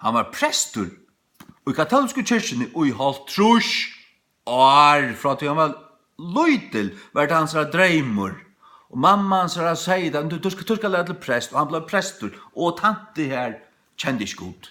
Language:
Faroese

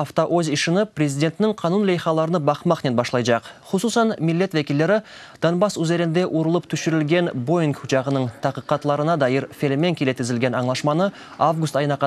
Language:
Crimean Tatar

